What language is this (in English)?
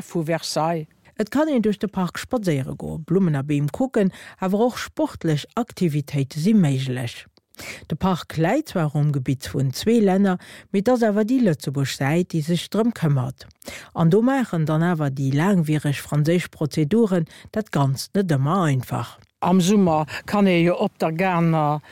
Luxembourgish